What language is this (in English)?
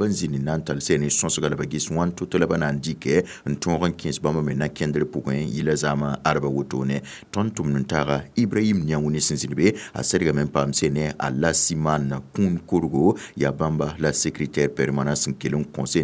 Mossi